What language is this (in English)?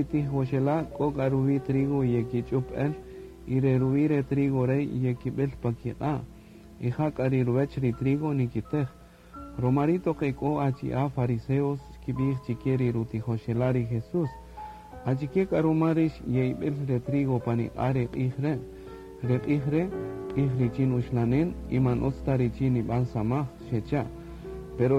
Kaqchikel